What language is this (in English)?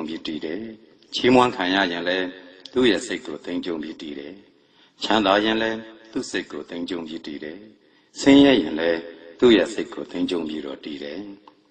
Burmese